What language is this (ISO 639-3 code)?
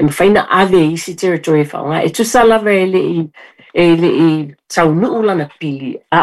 smo